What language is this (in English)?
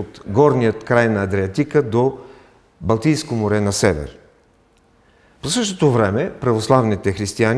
Bulgarian